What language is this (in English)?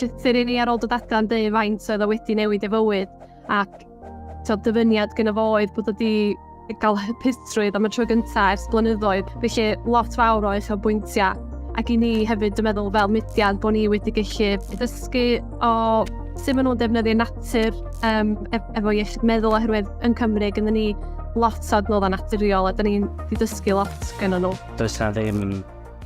Welsh